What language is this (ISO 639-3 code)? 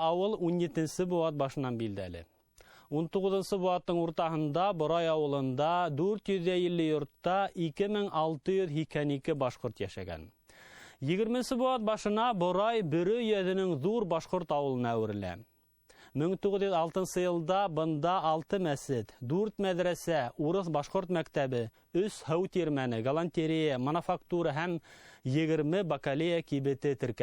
bak